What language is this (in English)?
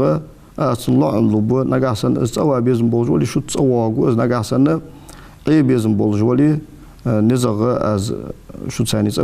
Ingush